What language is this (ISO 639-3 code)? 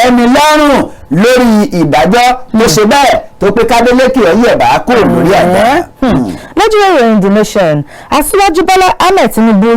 yor